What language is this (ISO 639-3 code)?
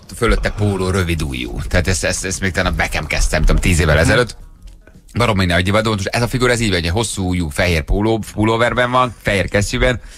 hun